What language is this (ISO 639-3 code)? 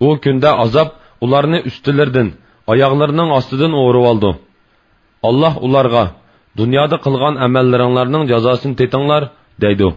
uig